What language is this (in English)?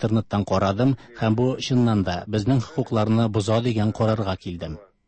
Tatar